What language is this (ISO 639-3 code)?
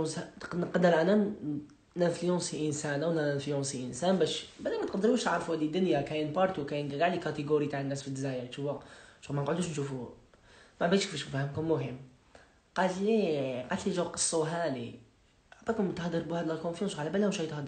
arq